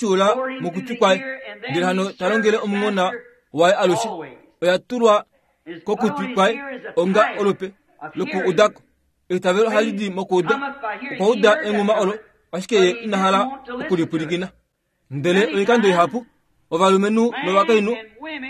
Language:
Kuanyama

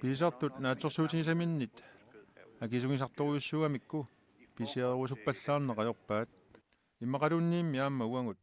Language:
Kalaallisut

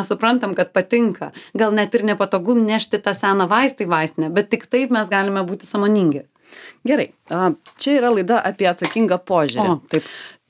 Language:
Lithuanian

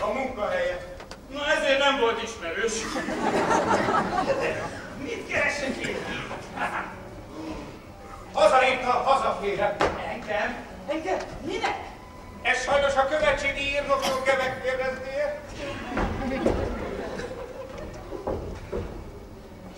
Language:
Hungarian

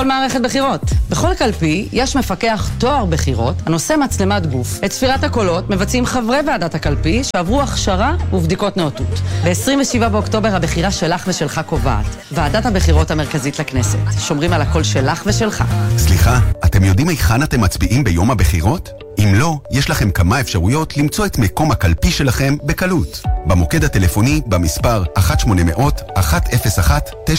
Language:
Hebrew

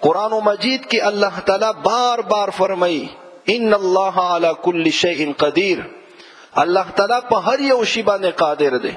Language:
Pashto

